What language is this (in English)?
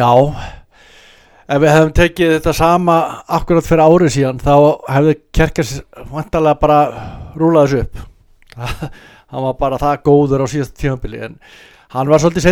Icelandic